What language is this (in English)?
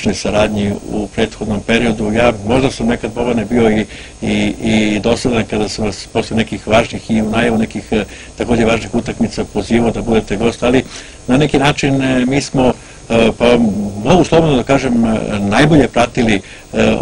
Serbian